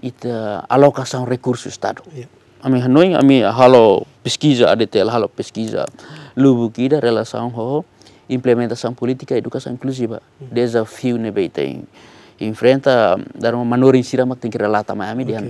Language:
Tetum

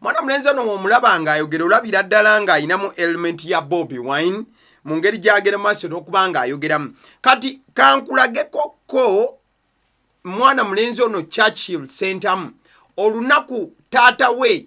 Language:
Ganda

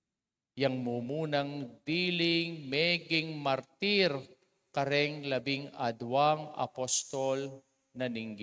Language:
Pampanga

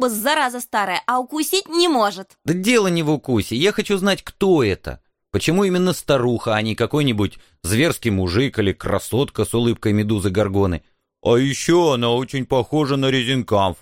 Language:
Russian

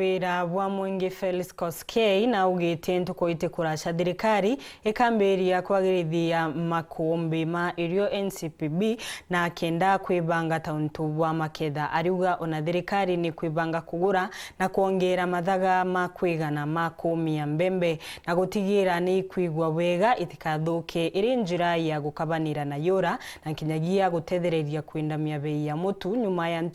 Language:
Meru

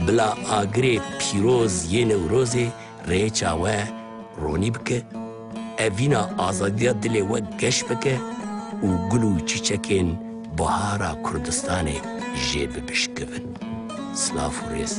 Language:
Kurdish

